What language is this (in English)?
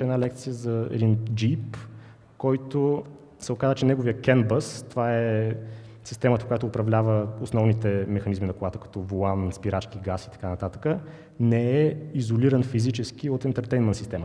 Bulgarian